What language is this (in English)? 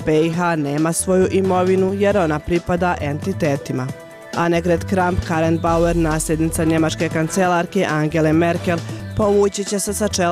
Bosnian